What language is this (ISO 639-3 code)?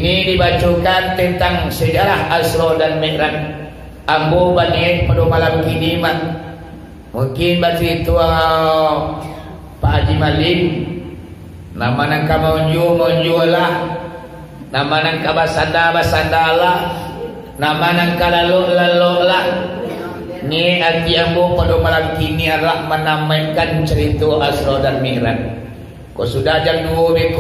min